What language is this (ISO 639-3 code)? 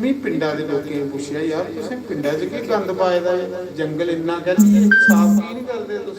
doi